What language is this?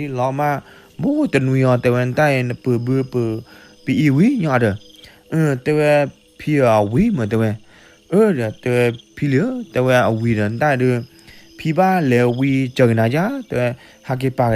S'gaw Karen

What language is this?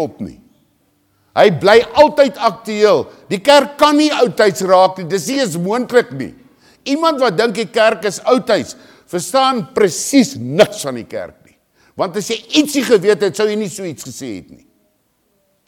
Afrikaans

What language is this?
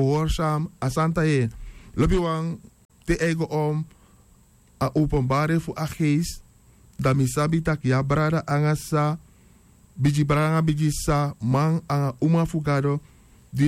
Sranan Tongo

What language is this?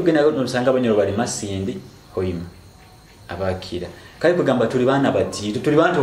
Nyoro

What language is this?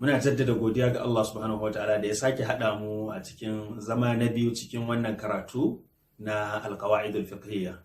Hausa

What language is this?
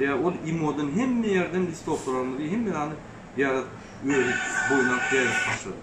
Turkmen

